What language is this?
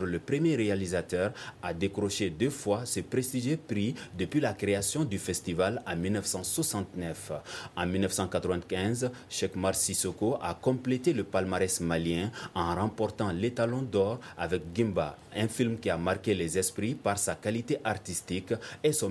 French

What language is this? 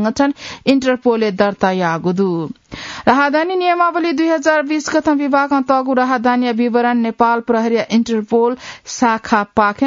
Newari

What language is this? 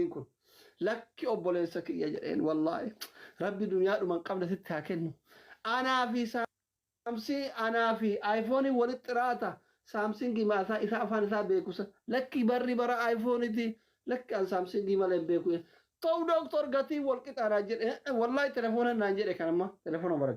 Oromo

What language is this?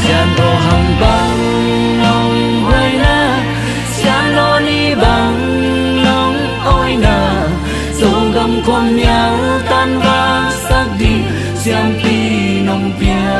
Tedim Chin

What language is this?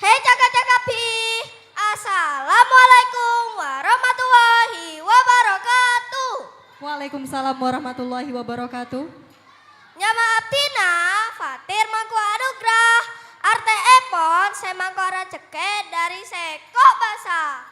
Madurese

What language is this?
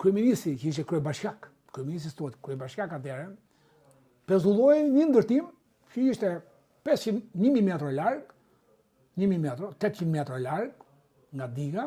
Albanian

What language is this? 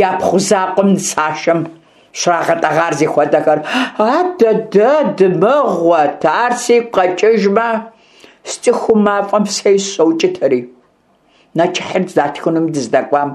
Kabardian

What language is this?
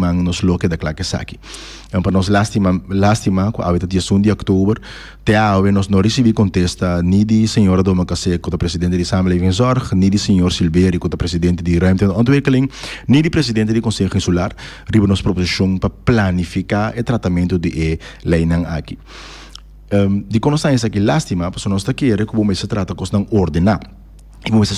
Papiamento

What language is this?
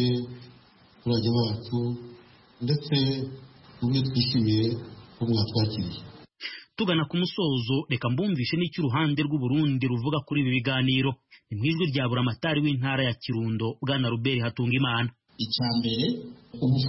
Kinyarwanda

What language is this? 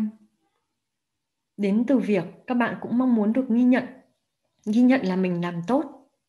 Vietnamese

